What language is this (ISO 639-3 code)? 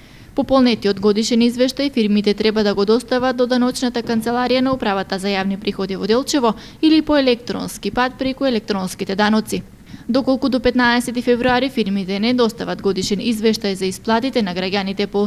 mkd